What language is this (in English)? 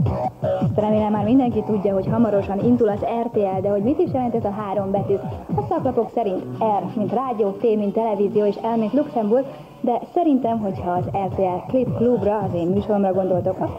Hungarian